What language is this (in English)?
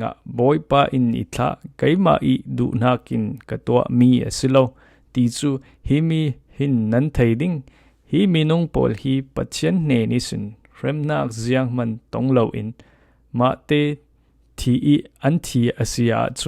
Falam Chin